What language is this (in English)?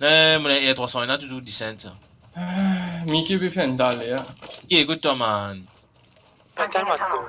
Morisyen